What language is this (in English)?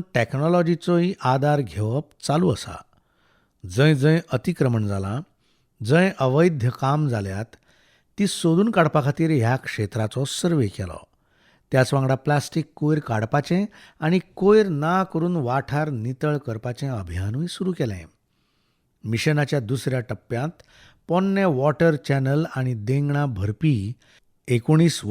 Konkani